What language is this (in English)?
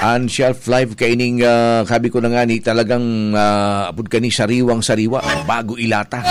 Bikol